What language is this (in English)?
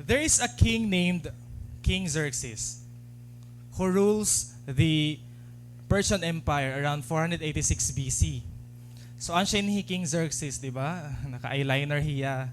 Waray